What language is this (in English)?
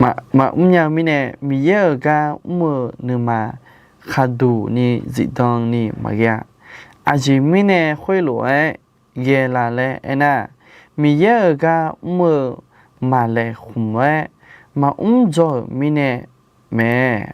Akha